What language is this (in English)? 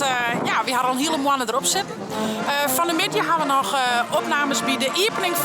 Western Frisian